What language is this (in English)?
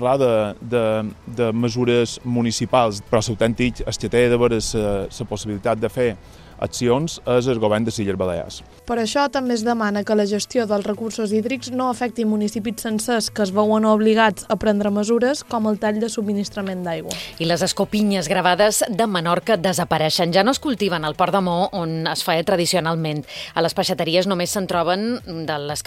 Catalan